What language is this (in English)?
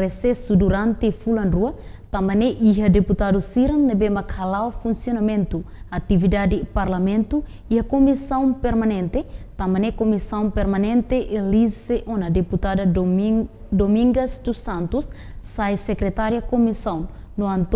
Tetum